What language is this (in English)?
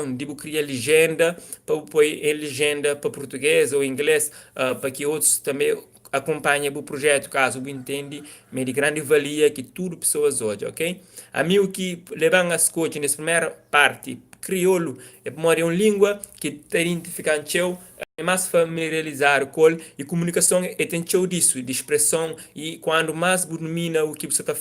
Kabuverdianu